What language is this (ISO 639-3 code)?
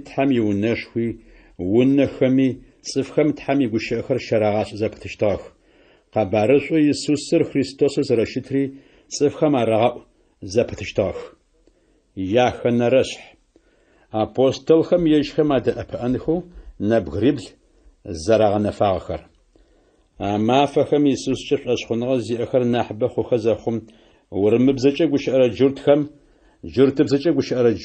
ady